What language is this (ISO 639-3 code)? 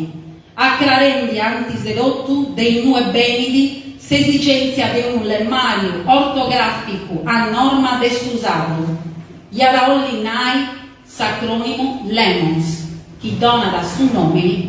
srd